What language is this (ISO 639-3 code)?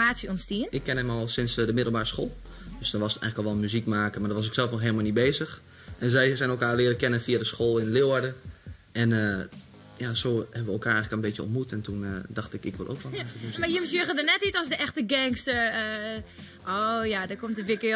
fry